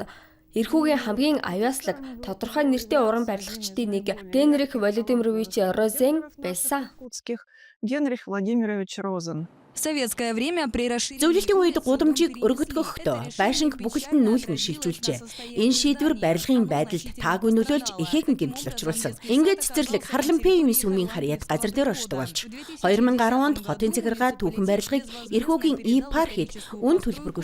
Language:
Mongolian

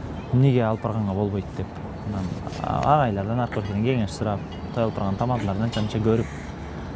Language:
Kyrgyz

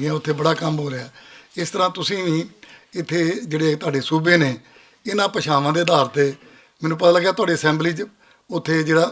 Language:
Western Panjabi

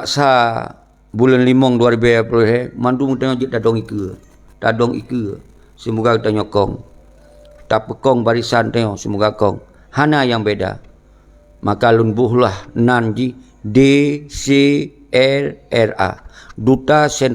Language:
Achinese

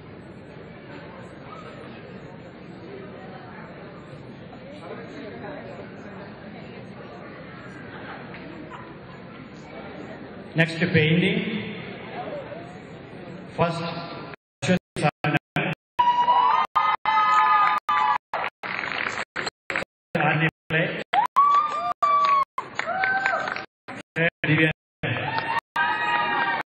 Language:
Malayalam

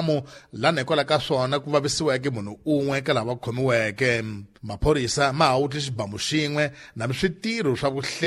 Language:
Tsonga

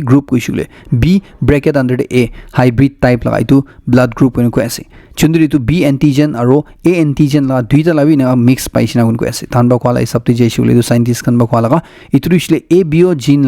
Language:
Naga Pidgin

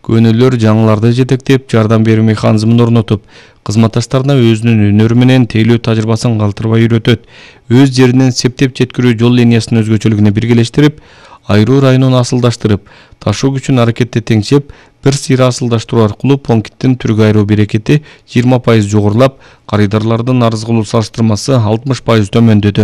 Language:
Kyrgyz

